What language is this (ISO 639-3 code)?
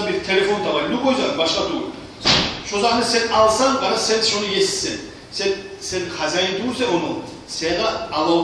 kum